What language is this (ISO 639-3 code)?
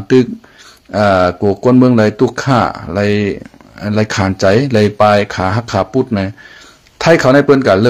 shn